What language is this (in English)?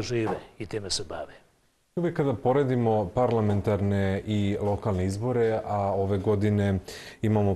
Serbian